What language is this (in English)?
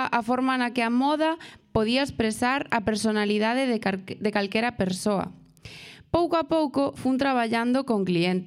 Galician